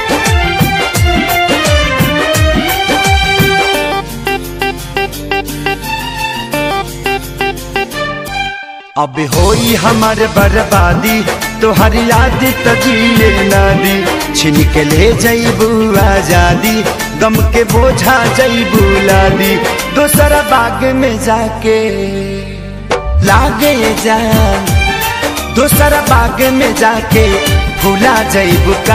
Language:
Bhojpuri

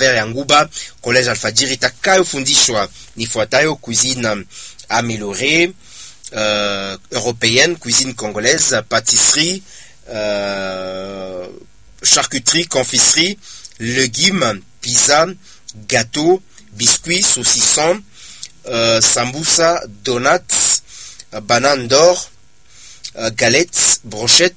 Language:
Swahili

